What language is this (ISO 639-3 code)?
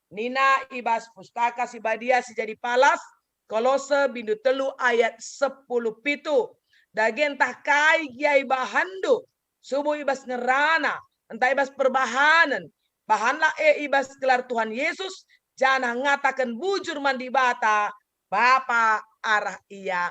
btx